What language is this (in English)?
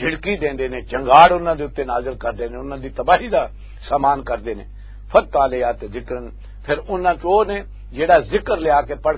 Western Panjabi